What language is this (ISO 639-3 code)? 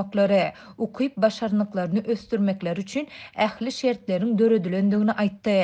tuk